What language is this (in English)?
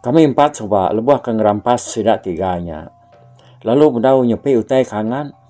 Iban